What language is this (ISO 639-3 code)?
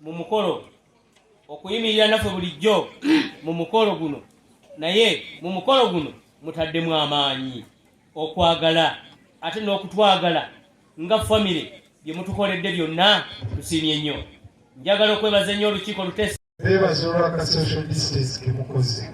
lug